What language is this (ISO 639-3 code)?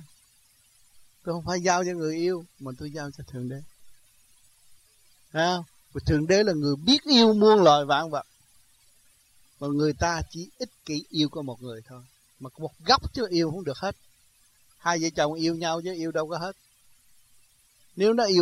vie